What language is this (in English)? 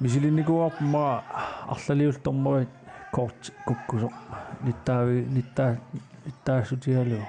Kalaallisut